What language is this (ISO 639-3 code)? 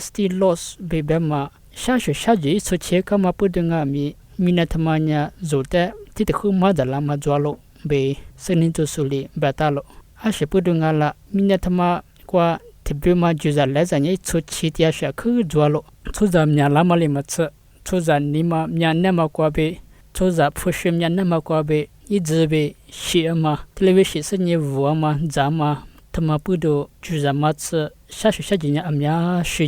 lis